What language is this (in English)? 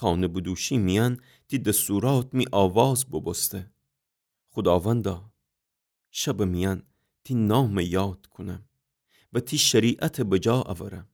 Gilaki